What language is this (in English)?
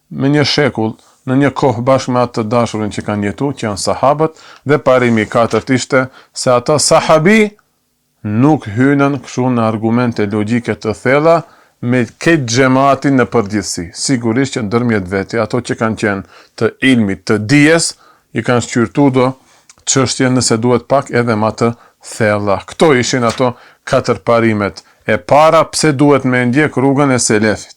Albanian